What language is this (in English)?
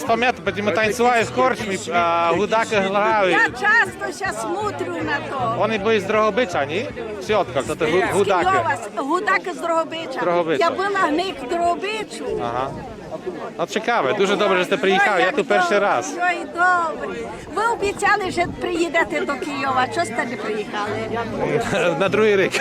Rusyn